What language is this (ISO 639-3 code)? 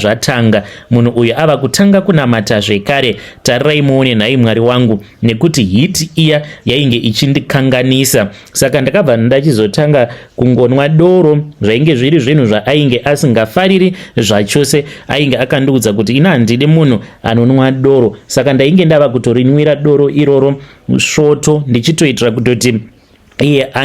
sna